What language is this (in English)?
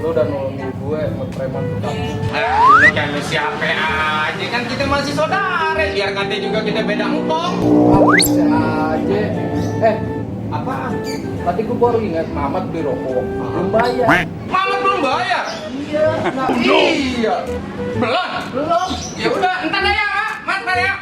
Betawi